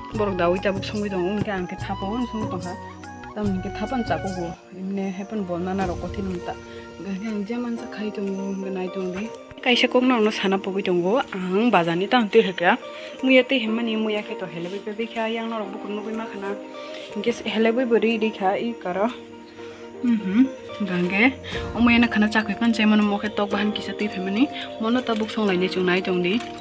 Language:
Kok Borok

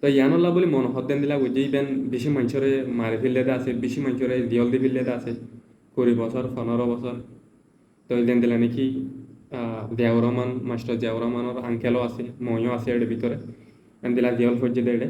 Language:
Rohingya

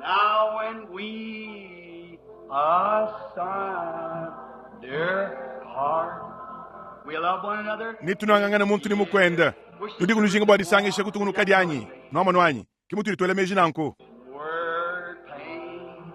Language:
Luba-Lulua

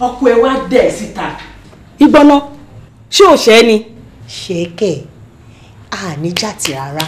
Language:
Yoruba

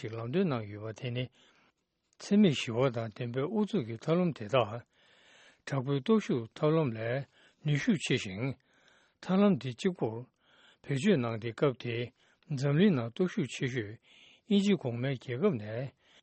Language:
Tibetan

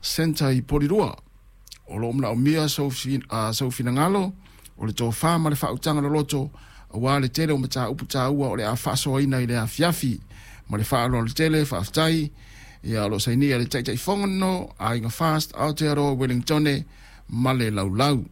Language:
Samoan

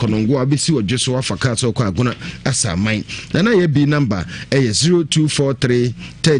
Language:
Akan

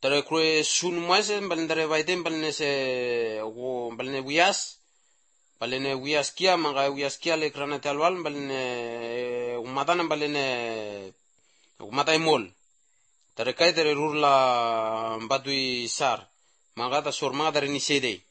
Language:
Basque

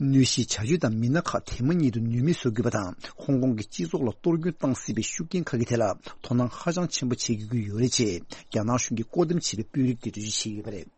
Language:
Tibetan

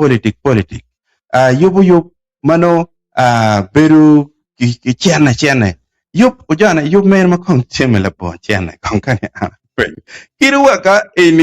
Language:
Acoli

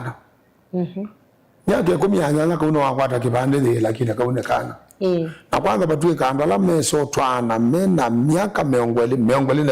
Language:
Kamba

